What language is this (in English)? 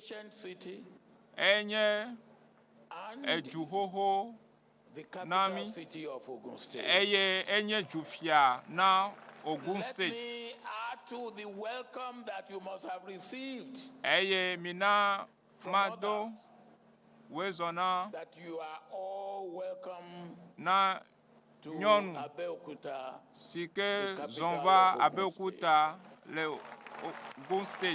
Ewe